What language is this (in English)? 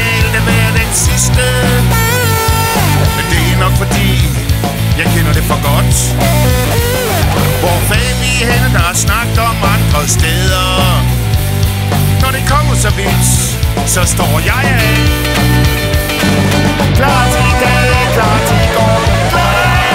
Danish